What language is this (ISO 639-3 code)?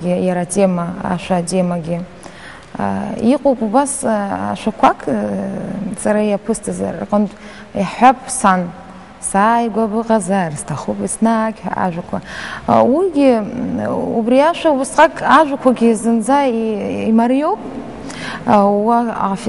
abk